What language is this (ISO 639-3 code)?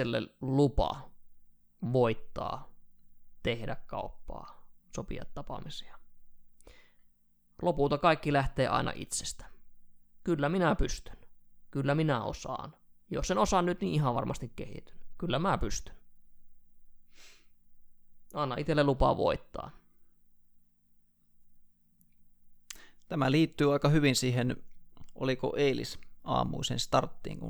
fin